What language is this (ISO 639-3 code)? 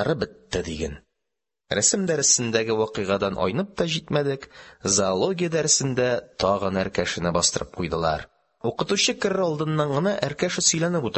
tat